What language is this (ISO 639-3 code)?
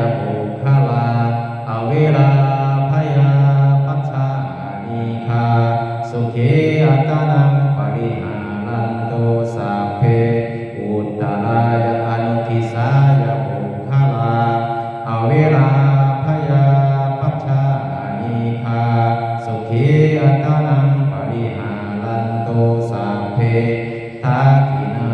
pli